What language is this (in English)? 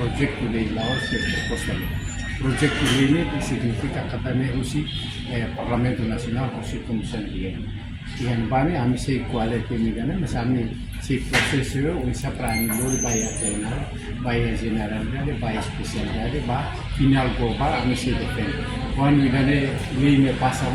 Tetum